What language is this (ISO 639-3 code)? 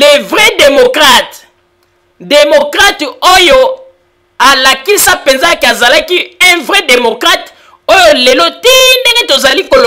lin